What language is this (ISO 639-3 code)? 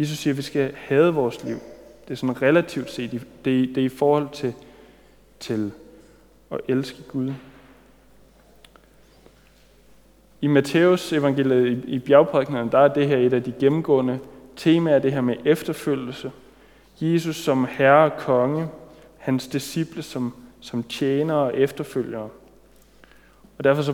dan